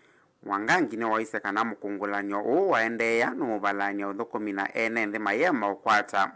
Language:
Kamba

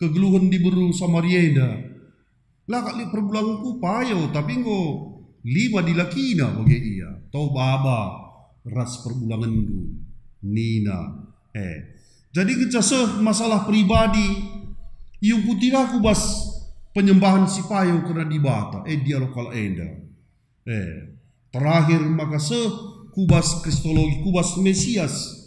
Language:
Batak Karo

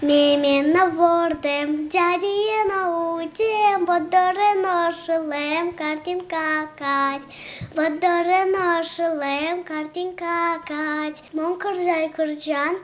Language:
Udmurt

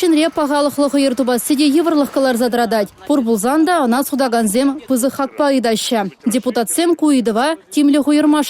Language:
Chuvash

